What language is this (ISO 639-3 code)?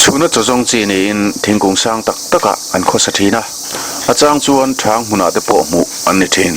lus